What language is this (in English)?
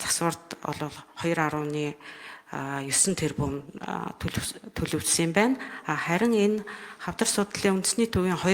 Mongolian